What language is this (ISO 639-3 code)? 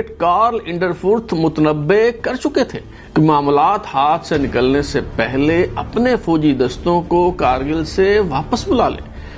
urd